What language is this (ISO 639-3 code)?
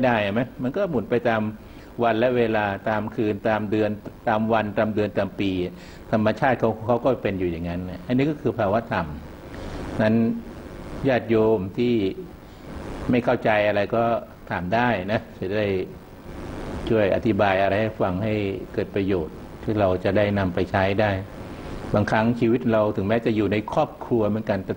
tha